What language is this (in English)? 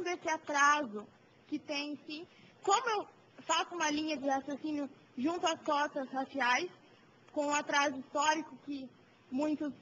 Portuguese